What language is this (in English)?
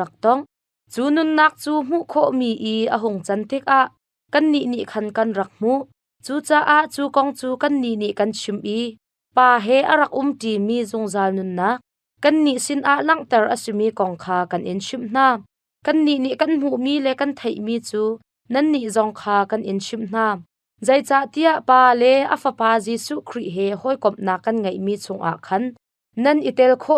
Hakha Chin